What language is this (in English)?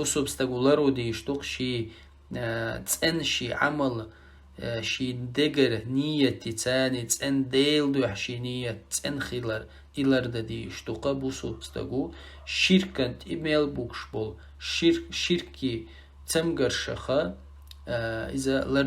Chechen